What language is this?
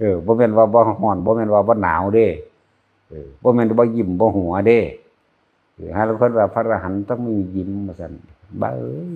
Northeastern Thai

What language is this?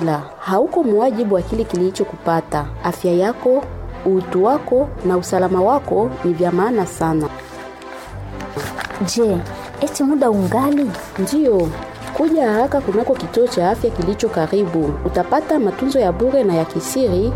Swahili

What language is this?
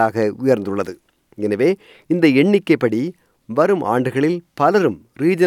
Tamil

